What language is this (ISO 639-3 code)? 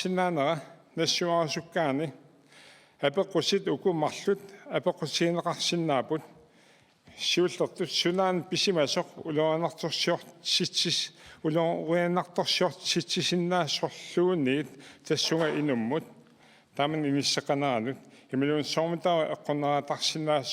kal